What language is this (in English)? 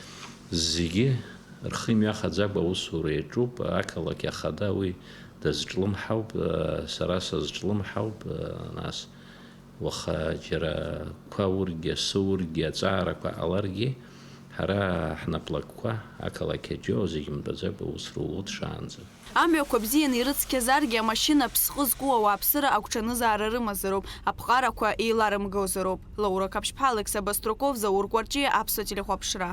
Abkhazian